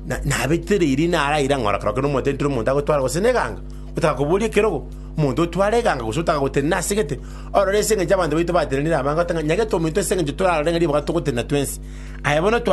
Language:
Gusii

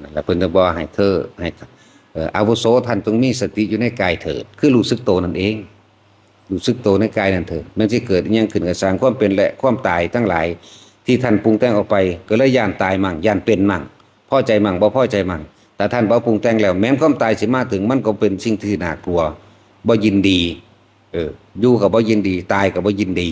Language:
Northeastern Thai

